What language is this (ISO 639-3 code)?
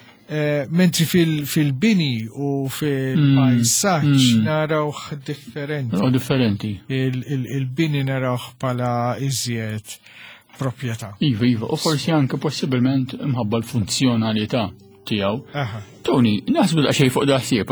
mlt